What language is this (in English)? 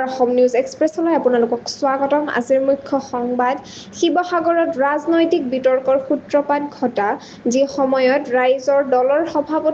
Assamese